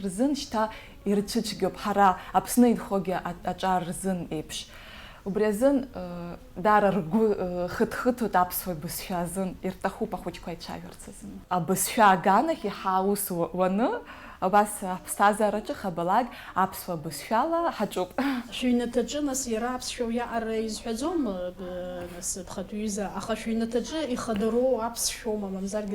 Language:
Abkhazian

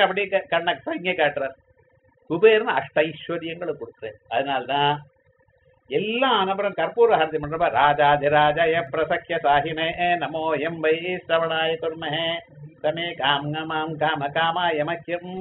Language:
Tamil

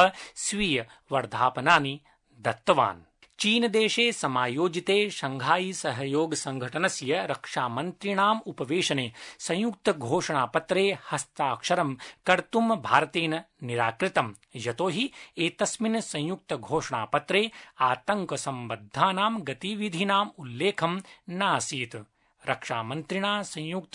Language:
Sanskrit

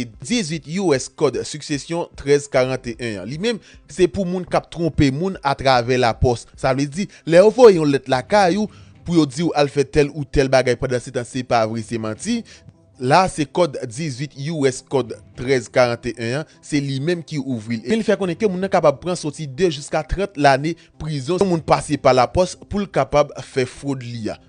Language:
Haitian Creole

